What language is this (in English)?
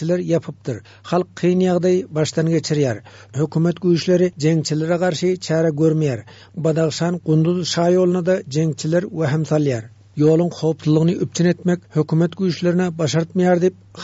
Turkmen